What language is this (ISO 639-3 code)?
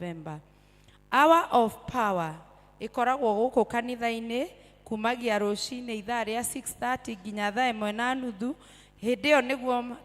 kik